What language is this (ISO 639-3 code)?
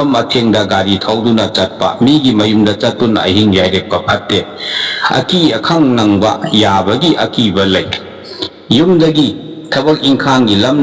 mni